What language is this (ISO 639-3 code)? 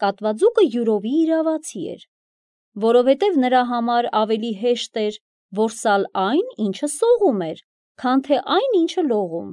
hye